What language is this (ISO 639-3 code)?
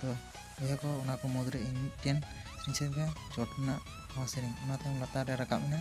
sat